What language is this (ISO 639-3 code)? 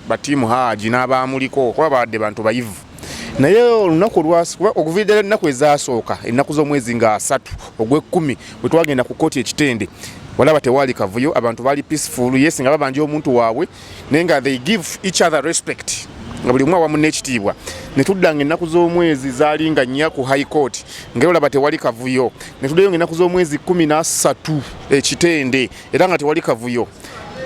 lug